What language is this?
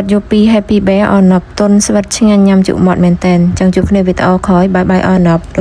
Khmer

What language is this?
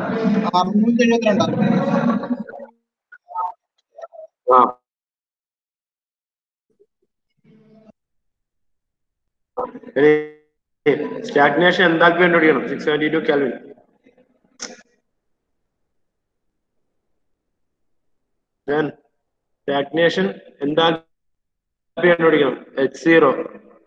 Malayalam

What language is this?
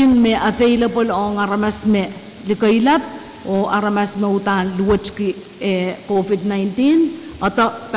Pohnpeian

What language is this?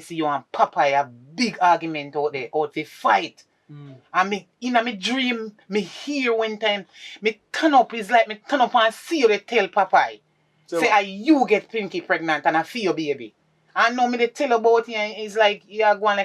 Jamaican Creole English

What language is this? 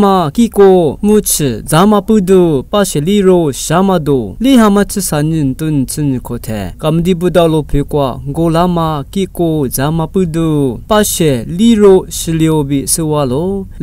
Lisu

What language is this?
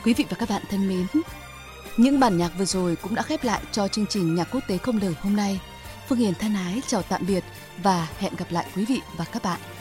Vietnamese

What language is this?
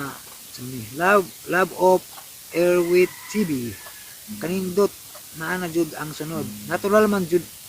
Cebuano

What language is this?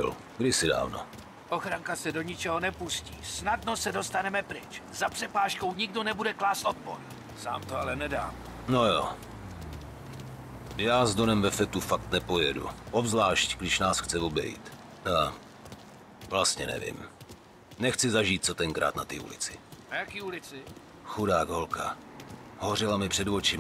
Czech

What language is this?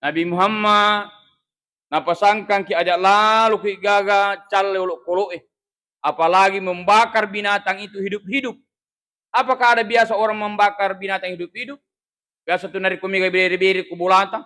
Buginese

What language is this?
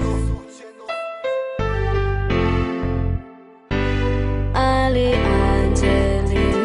Serbian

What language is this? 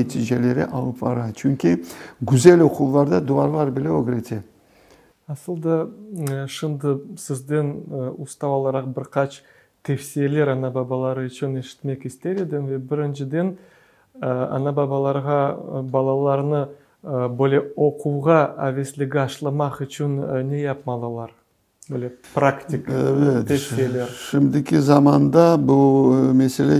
Crimean Tatar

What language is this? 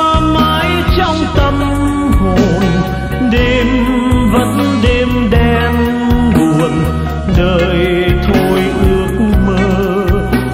Vietnamese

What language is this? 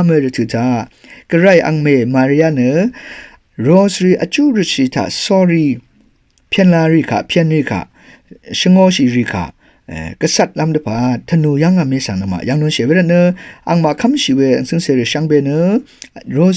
Rawang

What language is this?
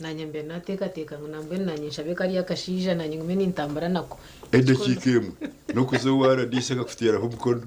Nyankole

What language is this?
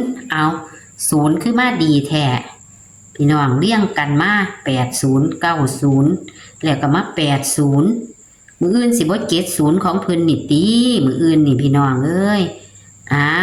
Northeastern Thai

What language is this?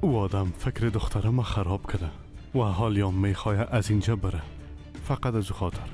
Persian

